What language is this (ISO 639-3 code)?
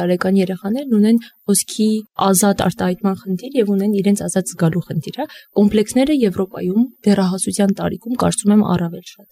hye